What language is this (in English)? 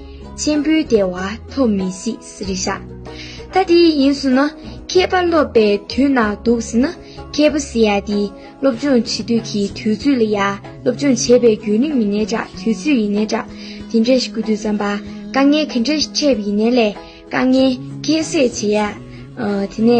Tibetan